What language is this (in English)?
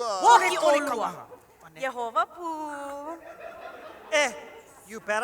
Hawaiian